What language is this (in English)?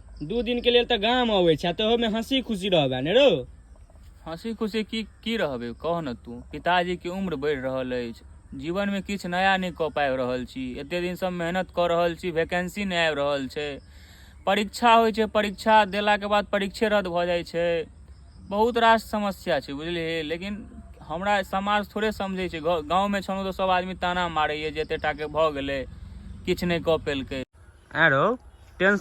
Maithili